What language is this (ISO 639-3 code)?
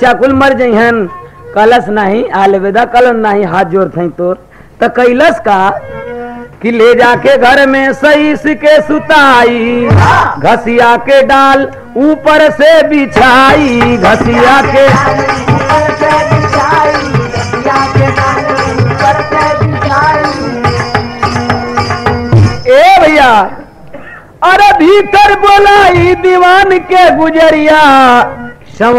bho